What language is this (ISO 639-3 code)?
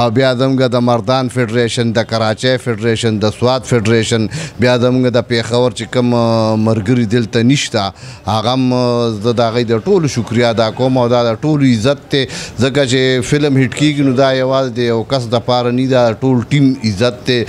pus